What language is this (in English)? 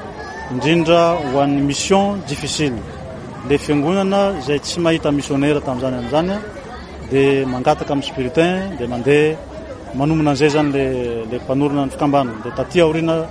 Malagasy